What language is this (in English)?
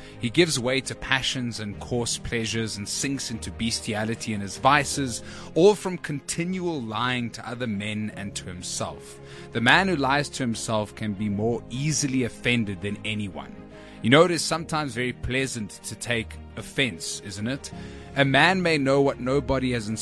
English